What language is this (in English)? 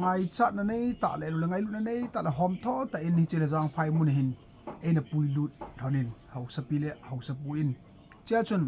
Thado Chin